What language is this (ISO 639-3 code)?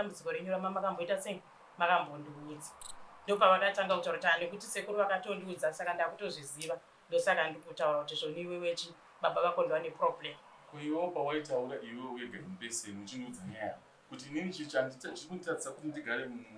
sna